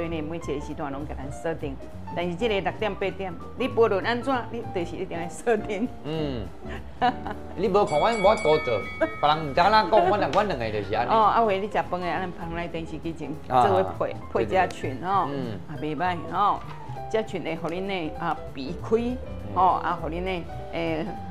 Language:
Min Nan Chinese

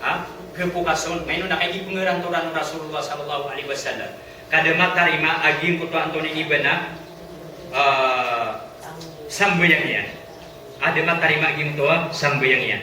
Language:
Maranao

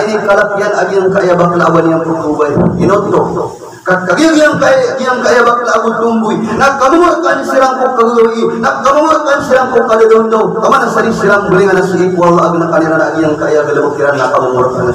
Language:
Maranao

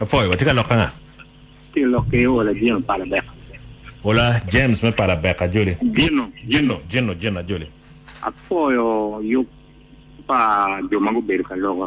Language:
Acoli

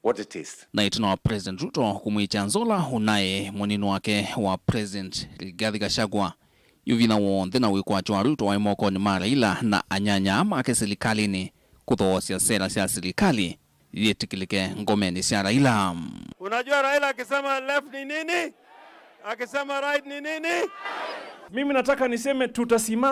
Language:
Kamba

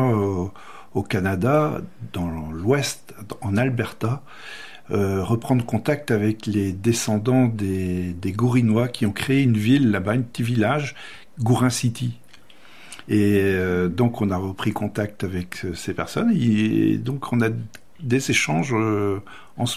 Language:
French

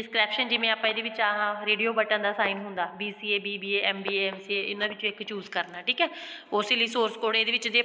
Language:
Punjabi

